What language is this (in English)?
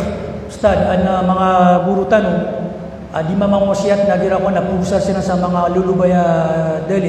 Maranao